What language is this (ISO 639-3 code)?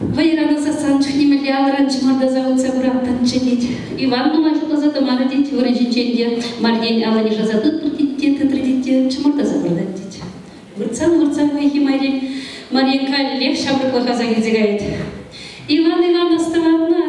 chv